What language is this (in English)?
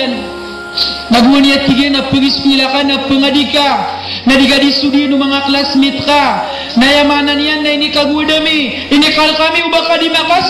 Maranao